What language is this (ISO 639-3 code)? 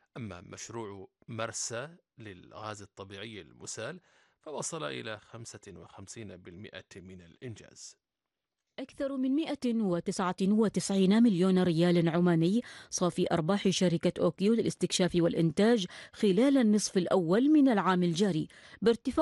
ara